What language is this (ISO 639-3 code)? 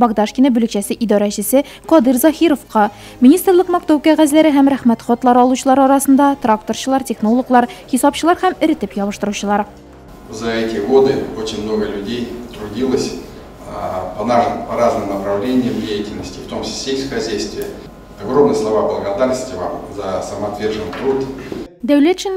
tat